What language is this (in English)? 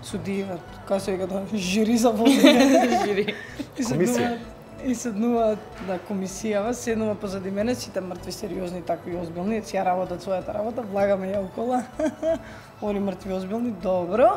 Macedonian